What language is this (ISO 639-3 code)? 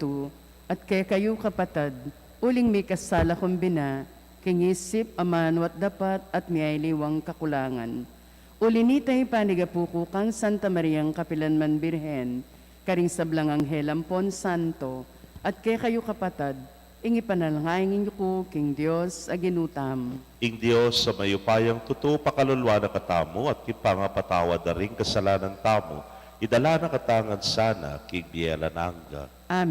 pam